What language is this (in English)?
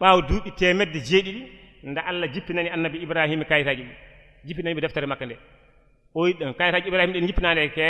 Fula